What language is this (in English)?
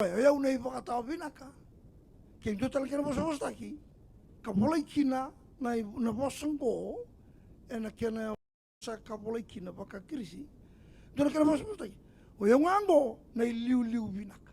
Fijian